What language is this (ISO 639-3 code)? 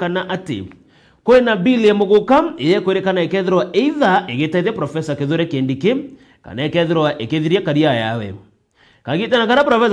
mer